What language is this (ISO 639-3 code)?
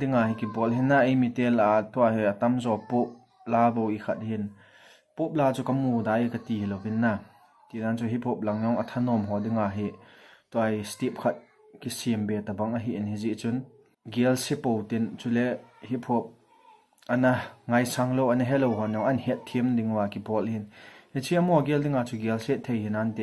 tcz